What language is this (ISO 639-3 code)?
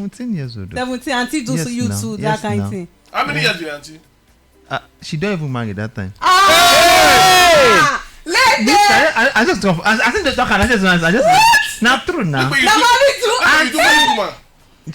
pcm